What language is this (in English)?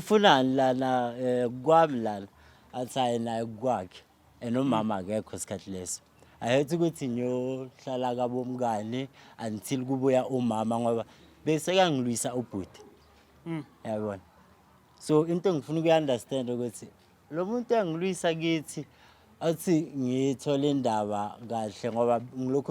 Zulu